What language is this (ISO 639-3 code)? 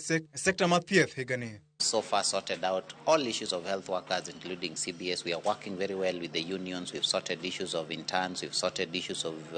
luo